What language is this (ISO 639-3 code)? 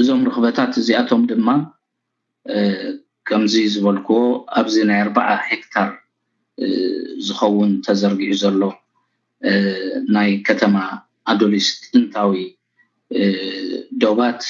tir